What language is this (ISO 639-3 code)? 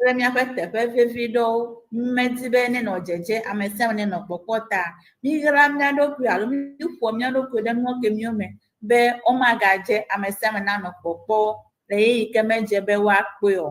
ewe